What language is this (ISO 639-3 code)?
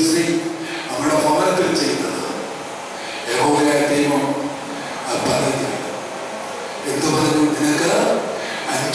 mal